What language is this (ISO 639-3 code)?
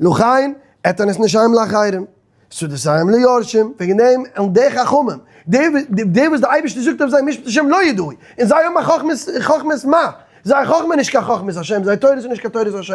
yid